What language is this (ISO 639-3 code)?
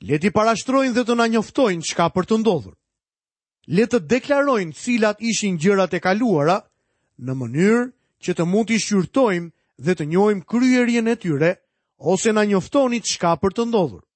sqi